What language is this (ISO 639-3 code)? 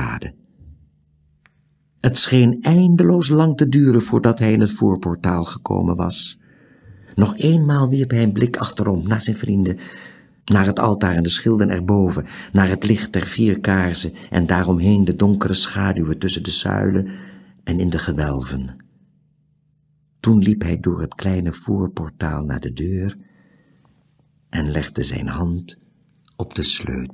nld